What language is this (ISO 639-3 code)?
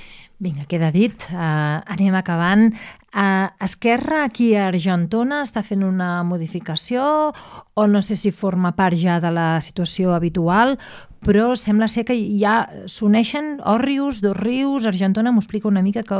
cat